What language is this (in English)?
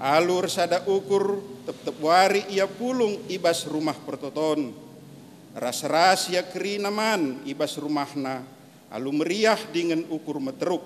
Batak Karo